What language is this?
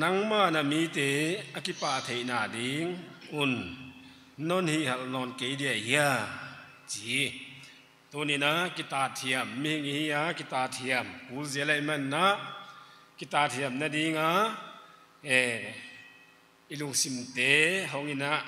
Paite Chin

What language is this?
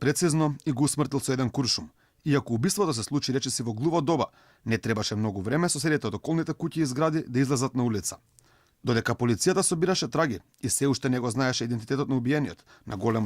Macedonian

